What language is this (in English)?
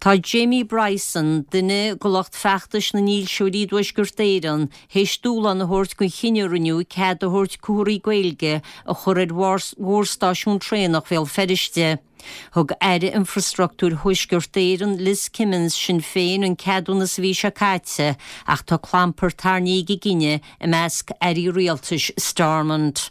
Irish